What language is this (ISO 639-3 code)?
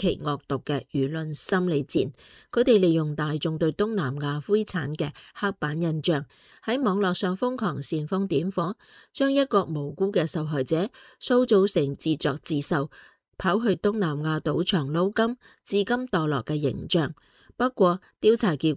yue